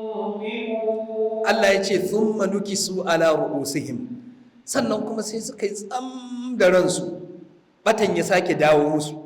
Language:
Hausa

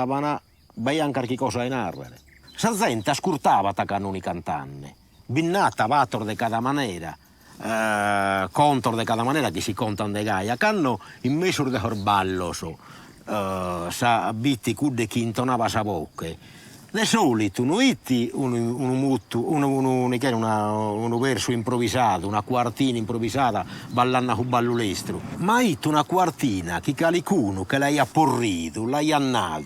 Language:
Sardinian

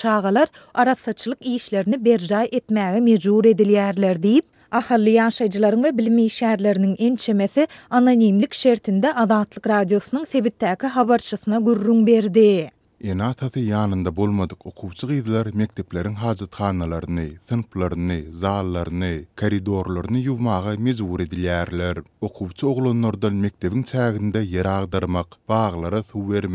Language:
Turkmen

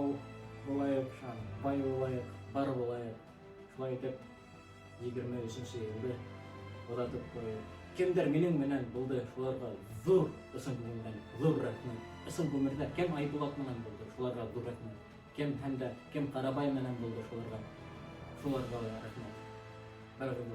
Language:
Bashkir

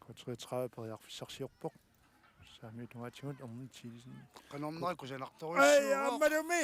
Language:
Kalaallisut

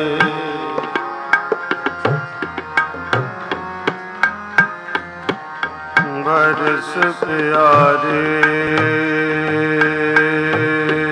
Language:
Punjabi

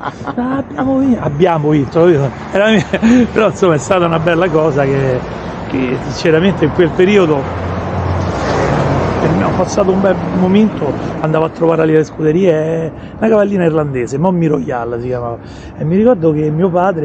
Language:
Italian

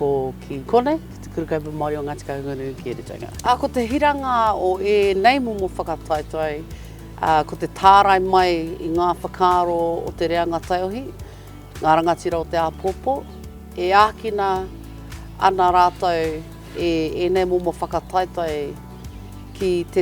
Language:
Māori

